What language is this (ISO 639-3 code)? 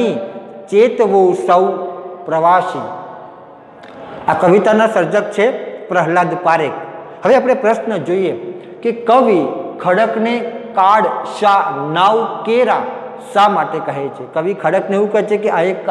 guj